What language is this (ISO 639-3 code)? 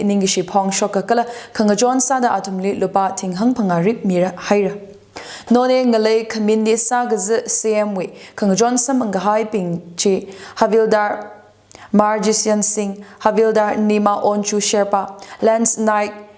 nmf